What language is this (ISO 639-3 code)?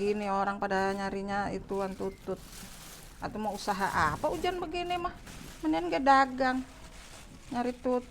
bew